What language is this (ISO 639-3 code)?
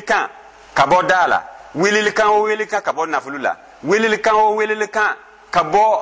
dyu